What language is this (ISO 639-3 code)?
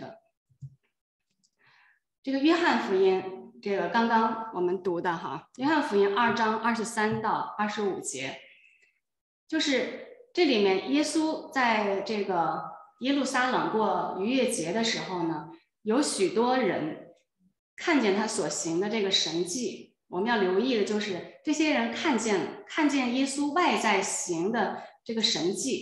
zho